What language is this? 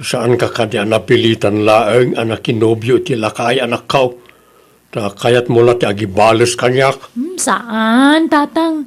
Iloko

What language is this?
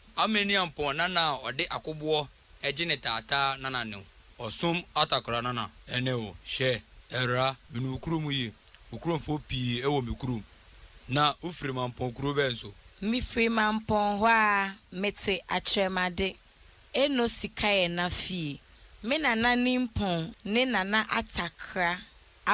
Akan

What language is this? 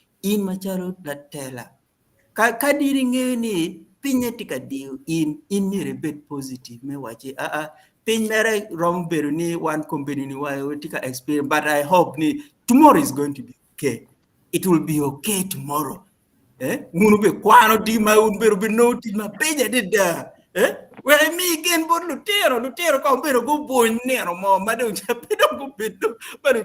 Acoli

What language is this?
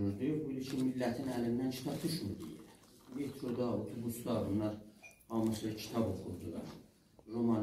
South Azerbaijani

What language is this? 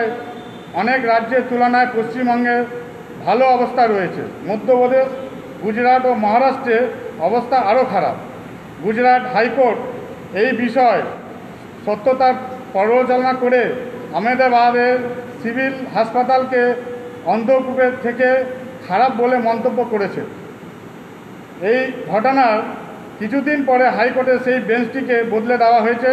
Bangla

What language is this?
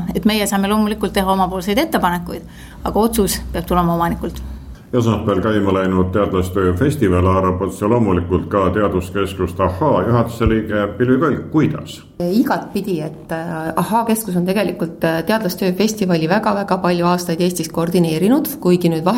Estonian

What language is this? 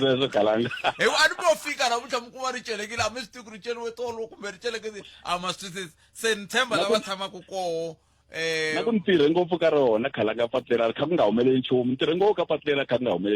Tsonga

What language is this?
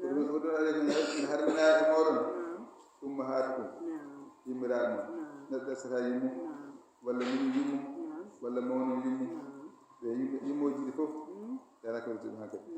Fula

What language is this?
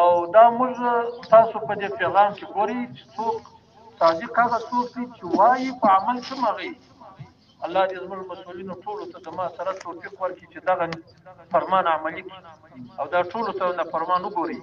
Pashto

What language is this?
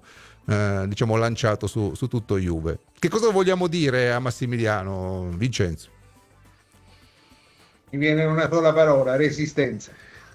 Italian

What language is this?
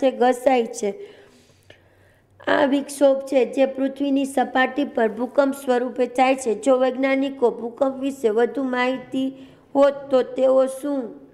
Gujarati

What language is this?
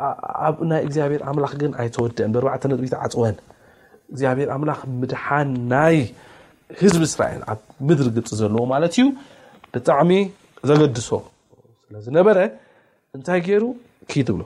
Tigrinya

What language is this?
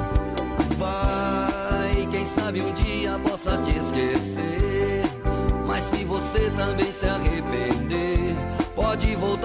Portuguese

